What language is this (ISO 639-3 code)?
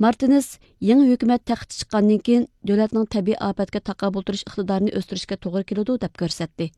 uig